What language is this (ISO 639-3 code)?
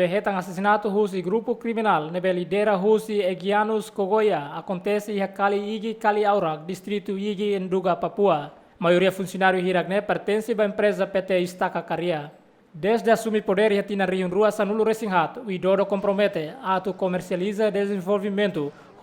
tet